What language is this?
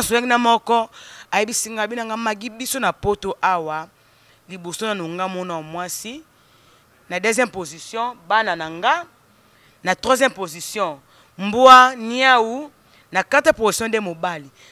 Lingala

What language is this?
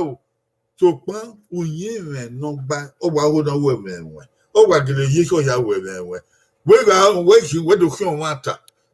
Bini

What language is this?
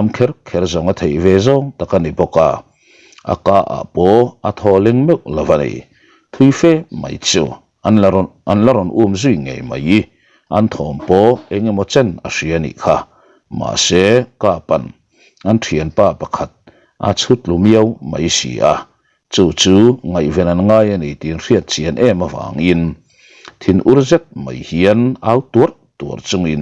Mizo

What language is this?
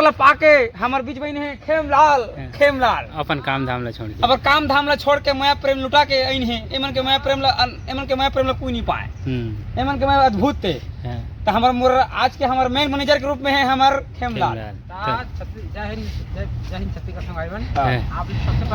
Chhattisgarhi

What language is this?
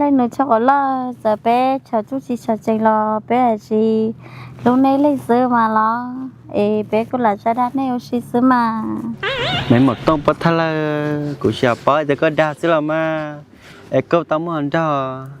Hmong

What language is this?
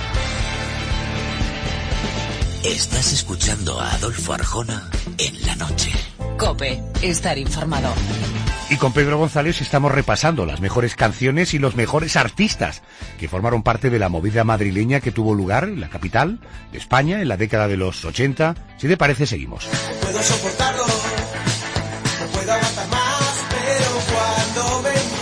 Spanish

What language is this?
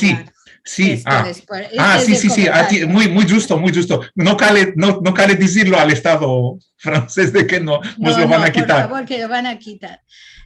Ladino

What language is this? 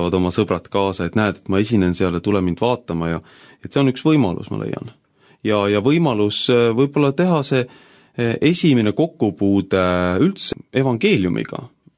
Estonian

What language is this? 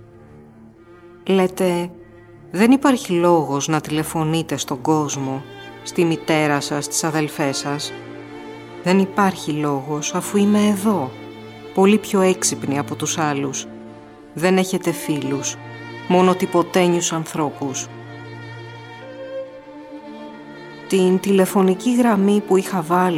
Greek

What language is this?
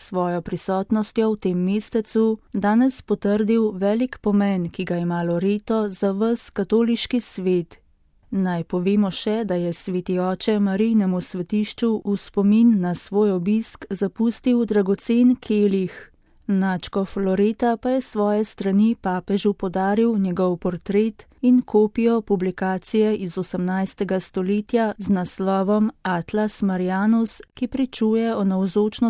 Slovenian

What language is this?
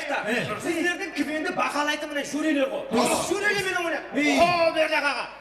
Kara-Kalpak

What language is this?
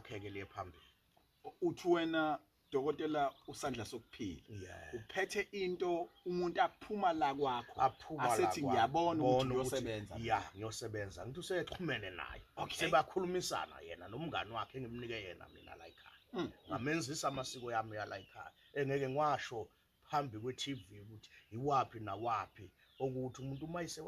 Zulu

